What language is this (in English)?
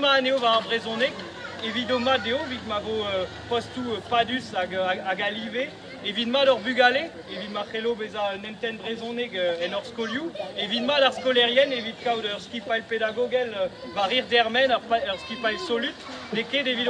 Breton